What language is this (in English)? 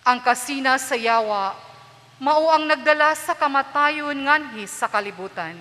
Cebuano